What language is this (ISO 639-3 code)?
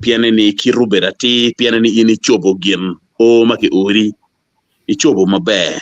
ach